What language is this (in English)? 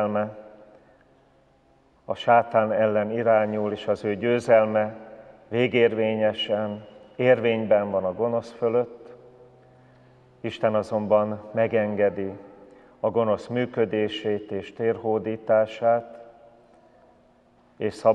Hungarian